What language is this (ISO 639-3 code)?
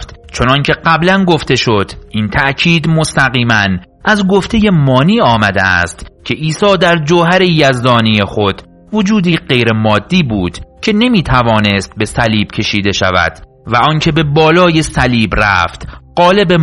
fas